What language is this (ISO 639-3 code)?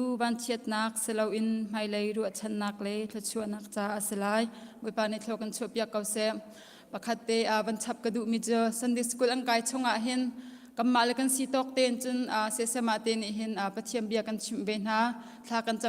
cnh